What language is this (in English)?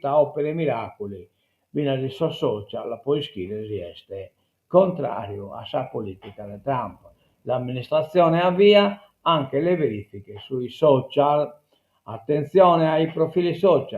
Sardinian